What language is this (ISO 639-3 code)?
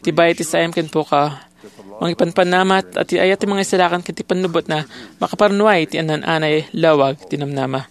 ilo